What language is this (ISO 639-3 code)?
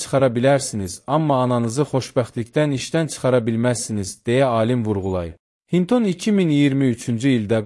aze